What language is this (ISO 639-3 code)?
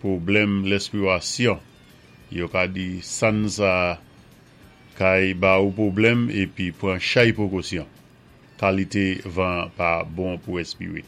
acf